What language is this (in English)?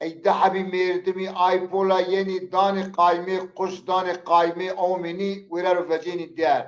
Zaza